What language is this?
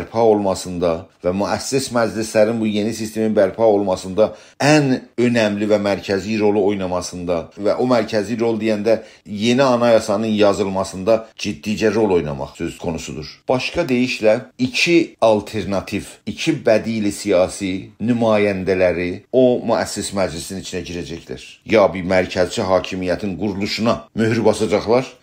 South Azerbaijani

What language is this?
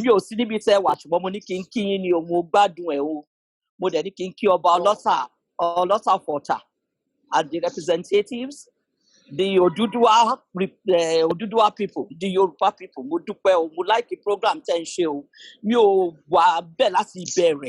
Yoruba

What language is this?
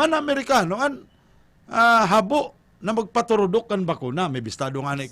Bikol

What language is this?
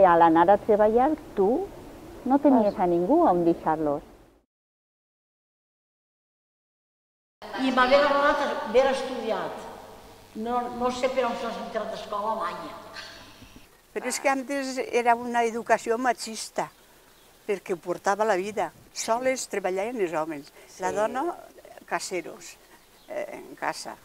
Catalan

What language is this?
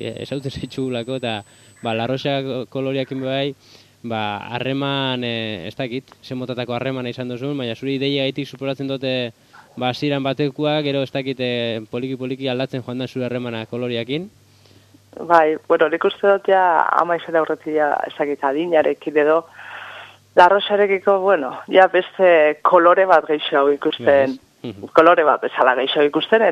Basque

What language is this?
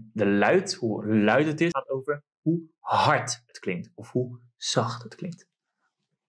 Dutch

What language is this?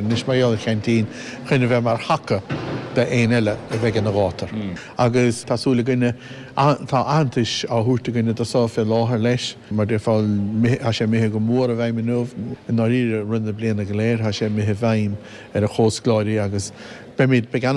Irish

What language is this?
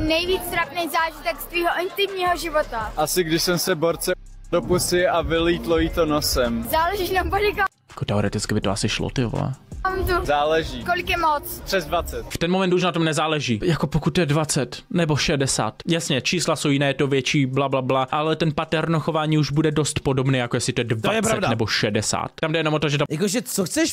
Czech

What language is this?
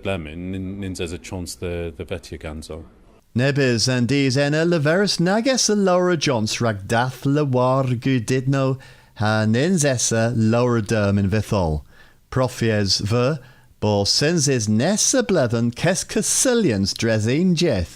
Cornish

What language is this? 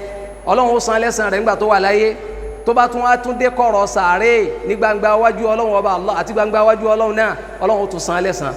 Yoruba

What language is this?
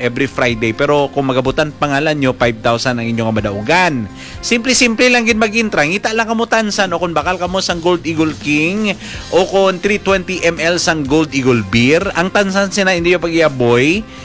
Hiligaynon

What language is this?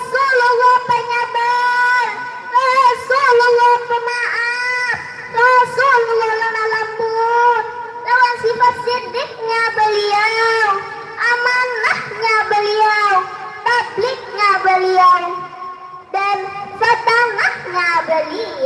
Banjar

